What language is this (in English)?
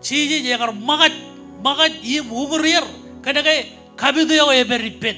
Marshallese